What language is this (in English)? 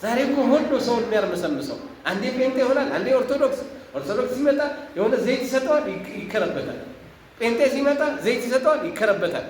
Amharic